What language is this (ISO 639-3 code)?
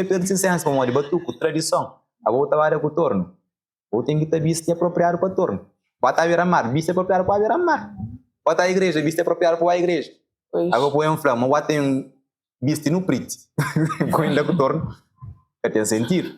kea